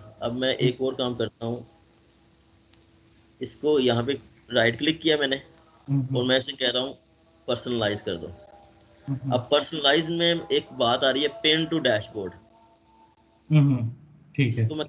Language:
Hindi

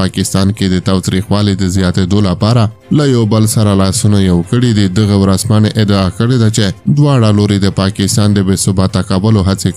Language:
Pashto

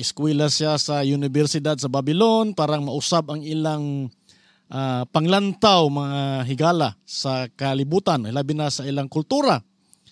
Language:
Cebuano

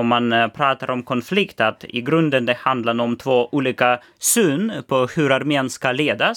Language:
Swedish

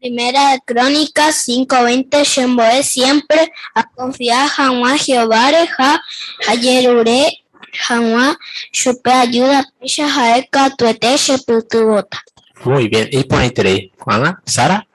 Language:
Guarani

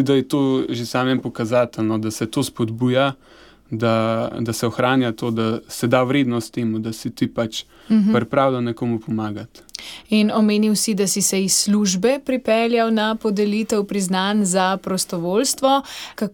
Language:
Slovenian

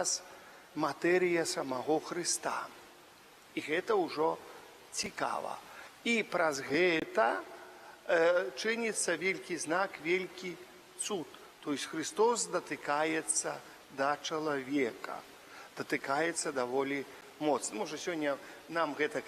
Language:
Belarusian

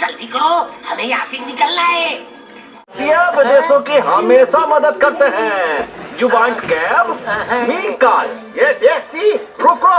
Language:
Chhattisgarhi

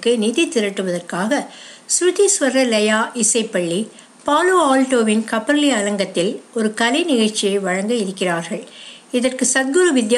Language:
Tamil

